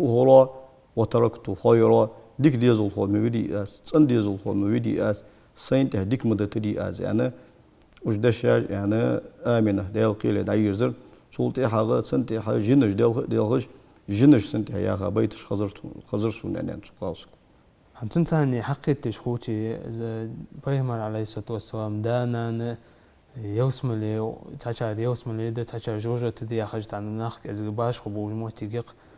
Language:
Ingush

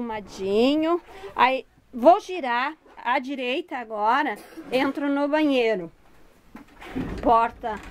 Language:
Portuguese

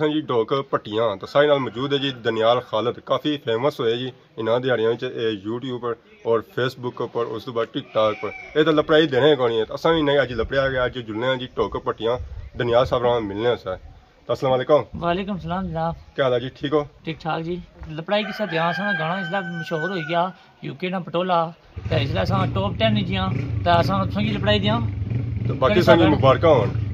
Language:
Pahari-Potwari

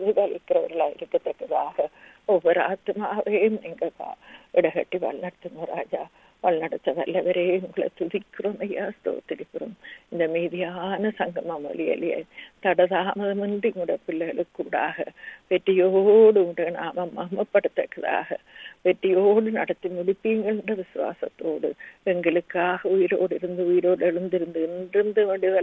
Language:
Tamil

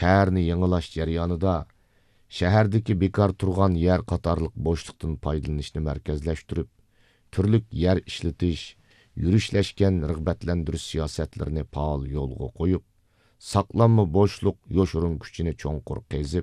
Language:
Uyghur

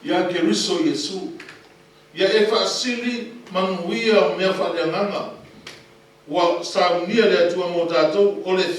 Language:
Samoan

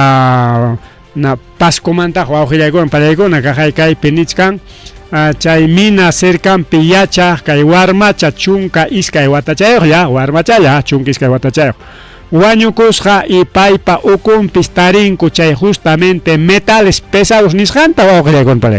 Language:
Ayacucho Quechua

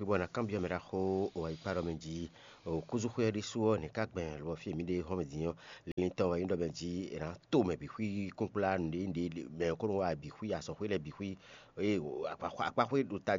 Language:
Fon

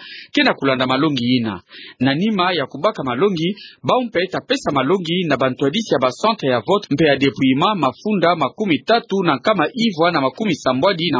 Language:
Kituba (Democratic Republic of Congo)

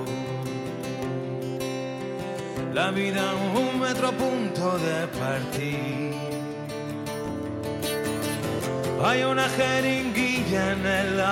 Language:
Spanish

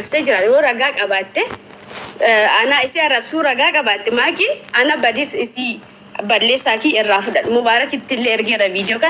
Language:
Oromo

